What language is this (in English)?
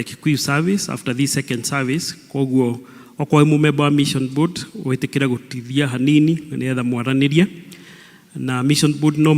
Kikuyu